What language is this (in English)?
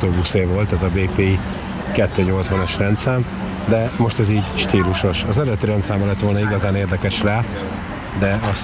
Hungarian